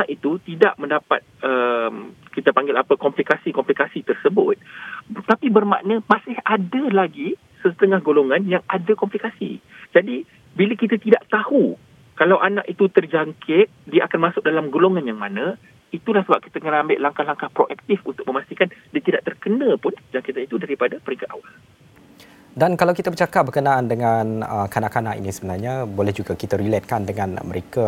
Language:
Malay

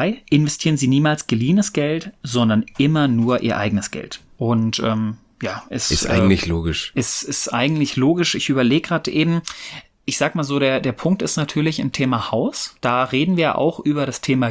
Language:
German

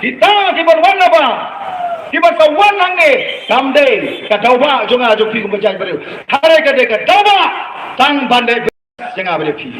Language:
Khasi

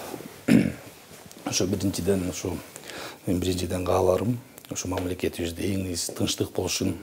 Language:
Kyrgyz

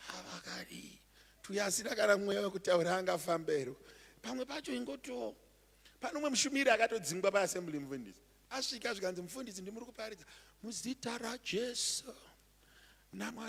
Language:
Shona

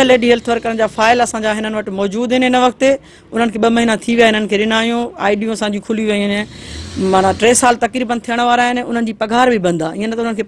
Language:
Sindhi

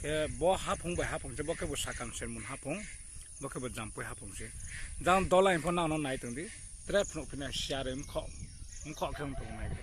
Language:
Riang (India)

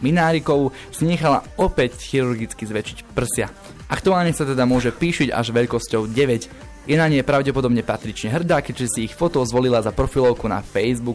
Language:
Slovak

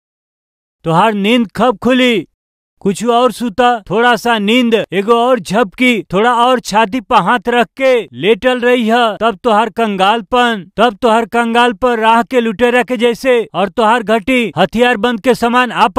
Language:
Bhojpuri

